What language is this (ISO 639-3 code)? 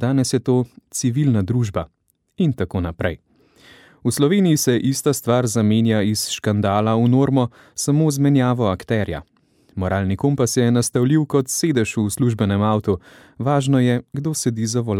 slv